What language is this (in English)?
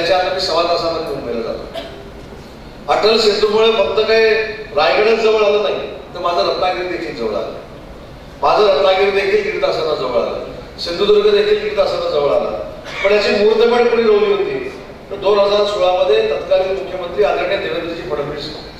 Marathi